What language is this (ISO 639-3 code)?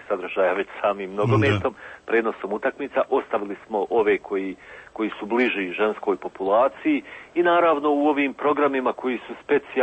hrv